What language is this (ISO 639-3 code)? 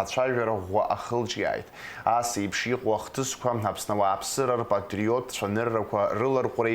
abk